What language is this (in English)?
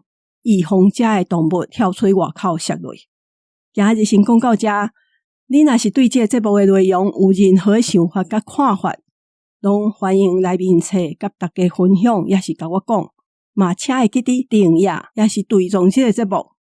Min Nan Chinese